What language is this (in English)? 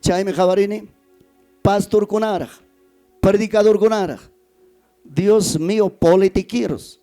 Ayacucho Quechua